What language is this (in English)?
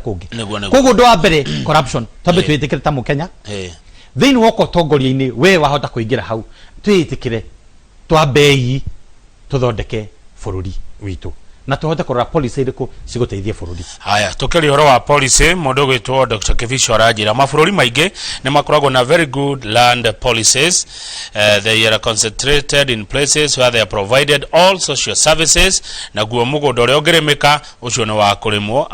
Kikuyu